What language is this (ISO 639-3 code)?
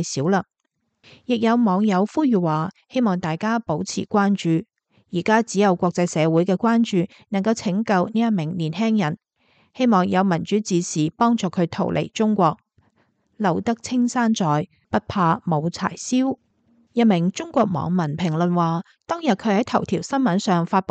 yue